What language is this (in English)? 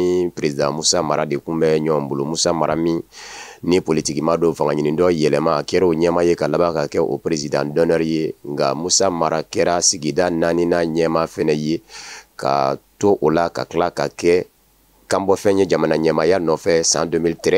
Bambara